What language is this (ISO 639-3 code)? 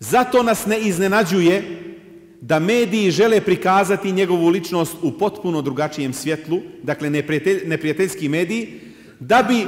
bos